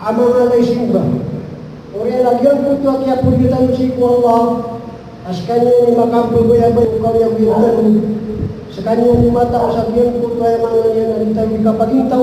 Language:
Maranao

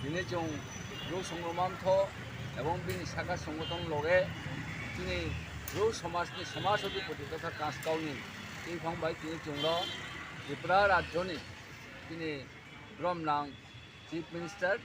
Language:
Riang (India)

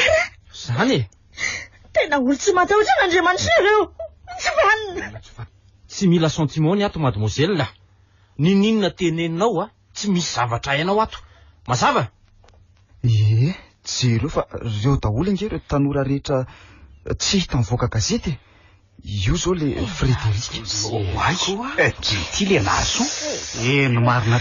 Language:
Malagasy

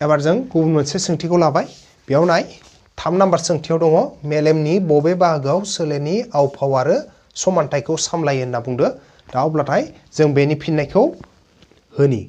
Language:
Bodo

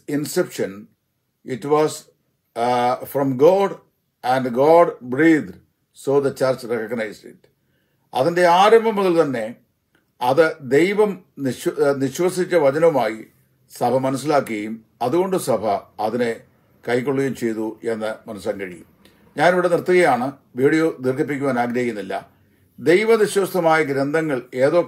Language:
Malayalam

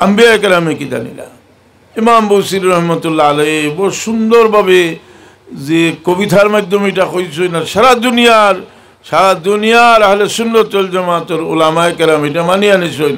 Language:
Sylheti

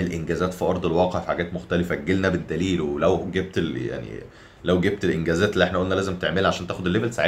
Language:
Egyptian Arabic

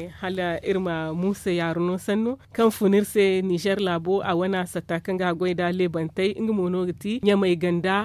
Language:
Zarma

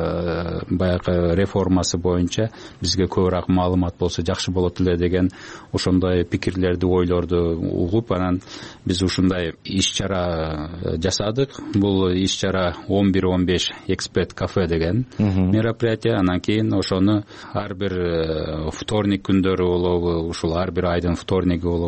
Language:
Kyrgyz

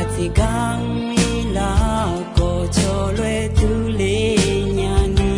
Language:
Akha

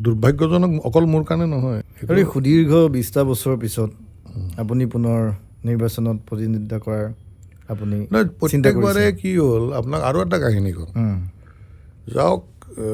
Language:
Assamese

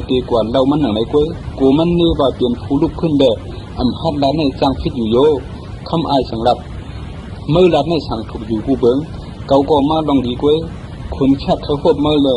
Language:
Shan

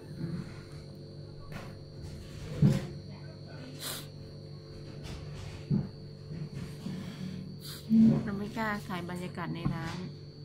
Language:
Thai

